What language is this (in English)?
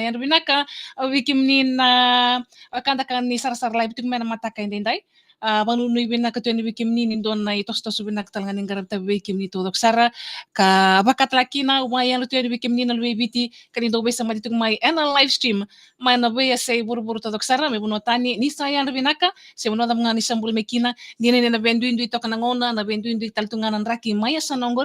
Fijian